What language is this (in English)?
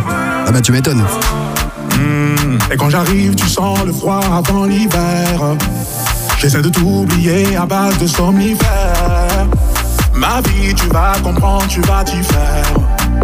French